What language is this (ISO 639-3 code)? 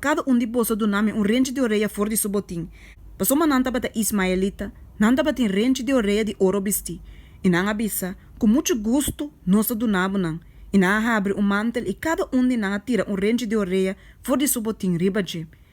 pap